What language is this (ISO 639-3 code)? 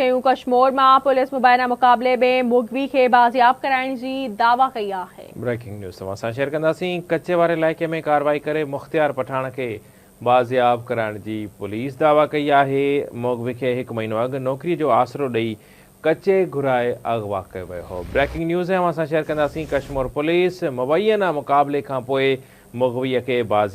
snd